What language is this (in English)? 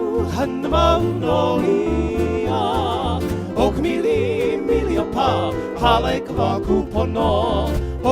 Hawaiian